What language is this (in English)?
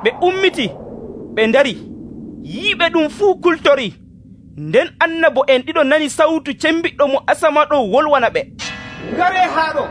Nigerian Fulfulde